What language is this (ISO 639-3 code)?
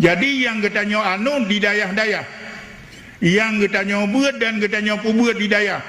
ace